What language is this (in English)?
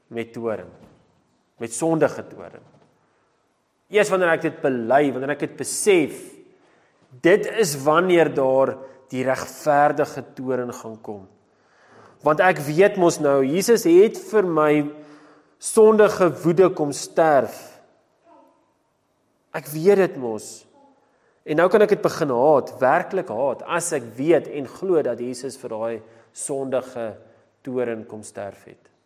Afrikaans